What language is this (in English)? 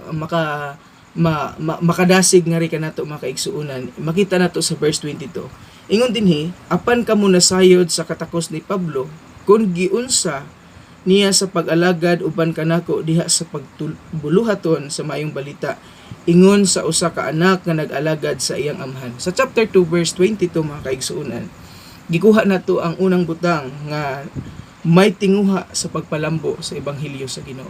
Cebuano